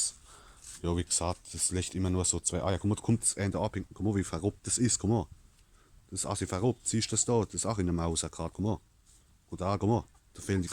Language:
Palatine German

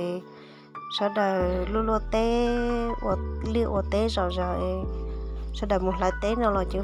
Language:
Hmong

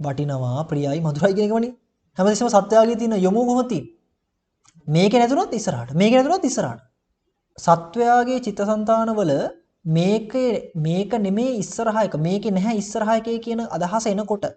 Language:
Sinhala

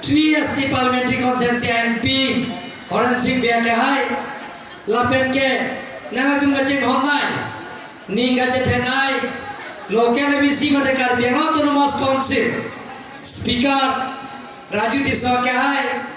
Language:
Karbi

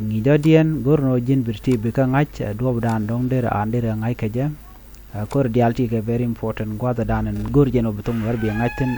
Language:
Nuer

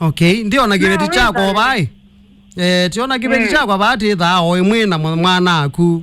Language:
Kamba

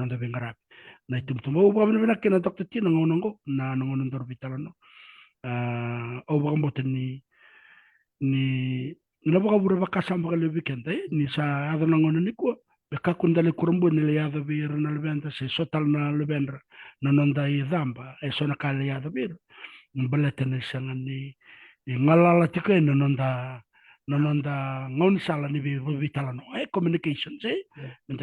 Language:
Fijian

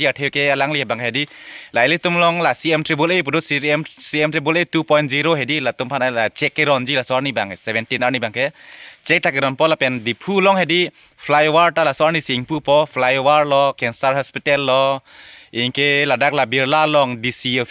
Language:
Karbi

